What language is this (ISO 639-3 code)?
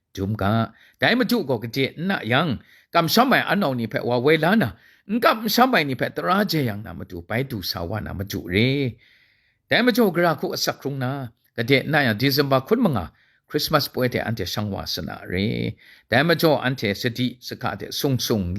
kac